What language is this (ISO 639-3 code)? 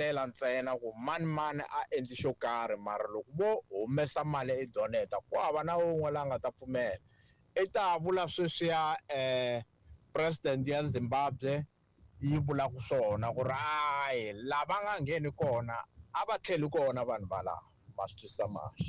tso